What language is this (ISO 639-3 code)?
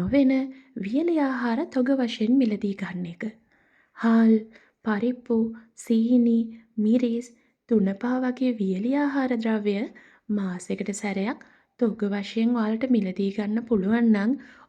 sin